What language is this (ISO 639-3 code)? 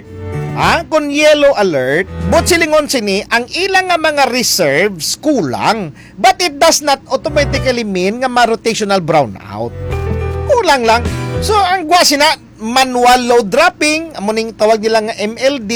hil